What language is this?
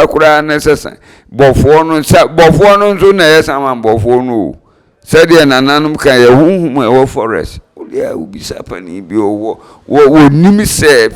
Akan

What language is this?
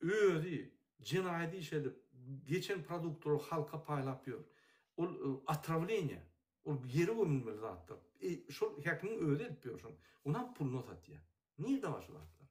Turkmen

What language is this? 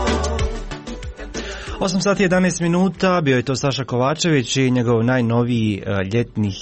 Croatian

